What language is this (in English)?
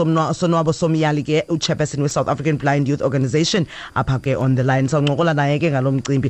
Xhosa